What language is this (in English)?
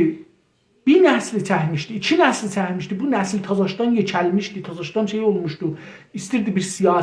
South Azerbaijani